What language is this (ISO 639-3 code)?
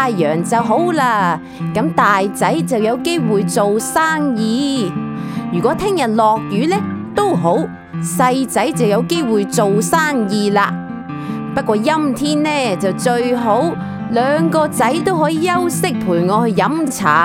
yue